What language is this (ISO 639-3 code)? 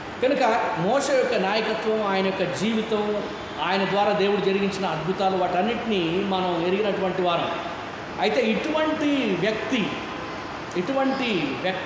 tel